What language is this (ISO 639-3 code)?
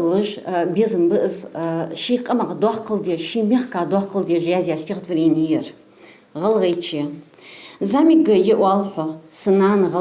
inh